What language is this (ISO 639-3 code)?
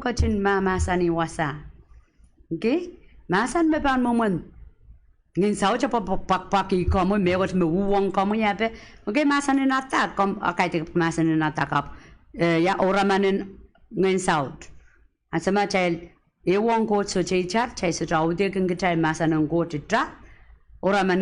pon